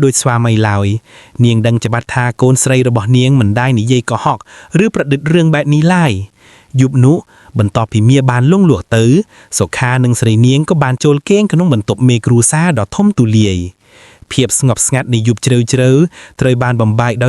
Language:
Khmer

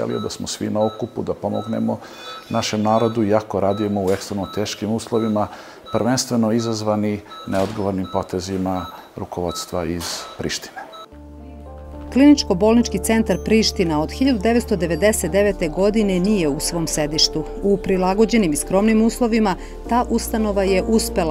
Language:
Serbian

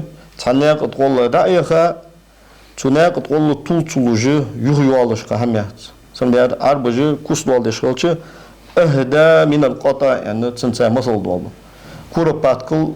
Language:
Ingush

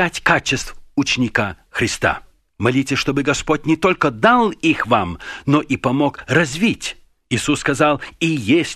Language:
Russian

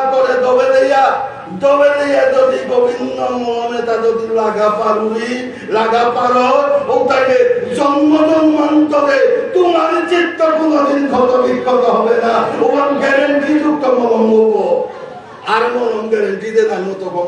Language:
Bishnupriya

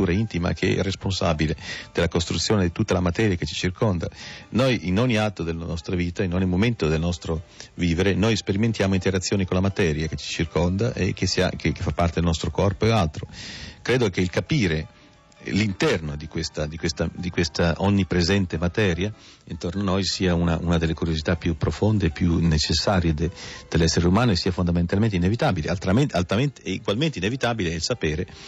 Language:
Italian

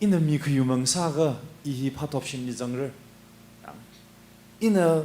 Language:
Tangkhul Naga (India)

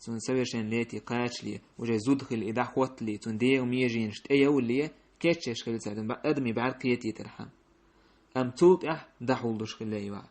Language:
Chechen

